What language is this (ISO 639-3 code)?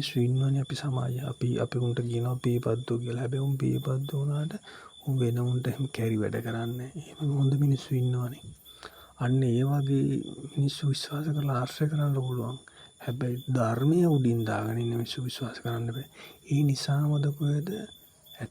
sin